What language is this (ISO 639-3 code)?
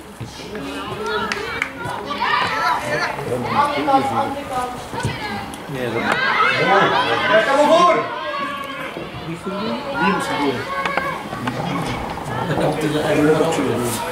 nld